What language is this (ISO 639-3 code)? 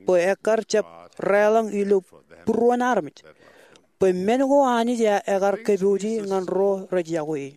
mah